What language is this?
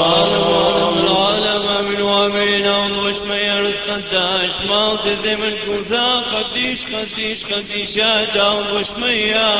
Classical Syriac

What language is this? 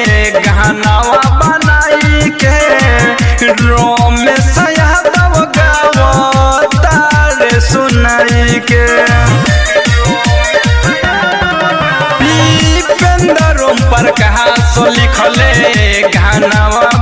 Bhojpuri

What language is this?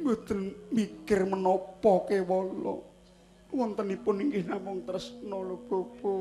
Javanese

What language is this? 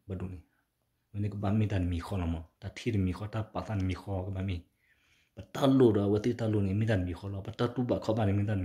S'gaw Karen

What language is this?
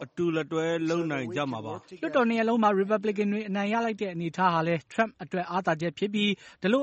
Burmese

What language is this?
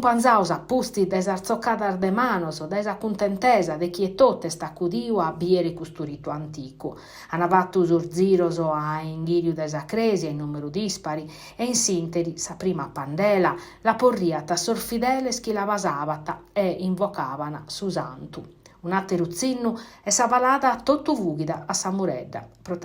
Sardinian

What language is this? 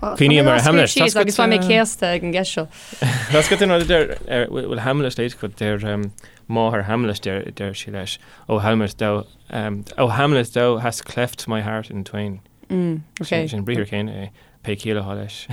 Irish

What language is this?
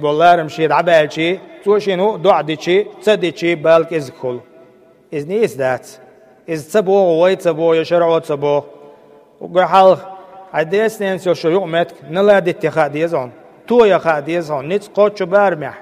Chechen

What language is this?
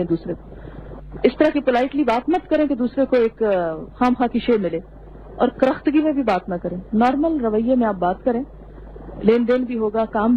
Urdu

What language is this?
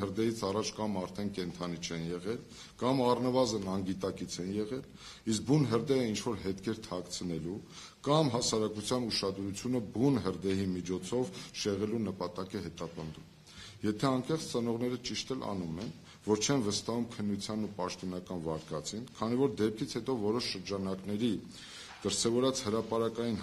Armenian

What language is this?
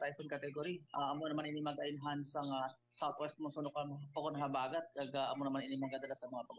Hiligaynon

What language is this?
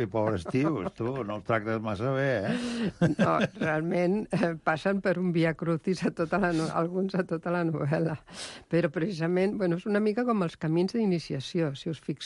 Catalan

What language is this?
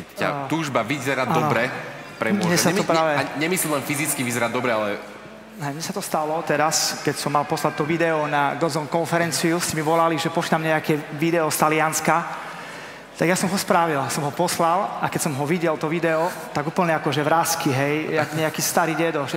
Slovak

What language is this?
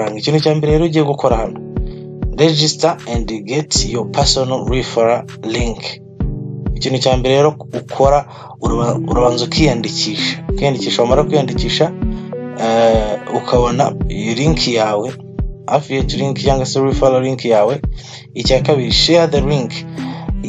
Kinyarwanda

